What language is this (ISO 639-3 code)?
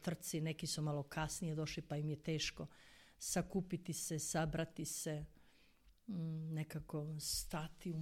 hrv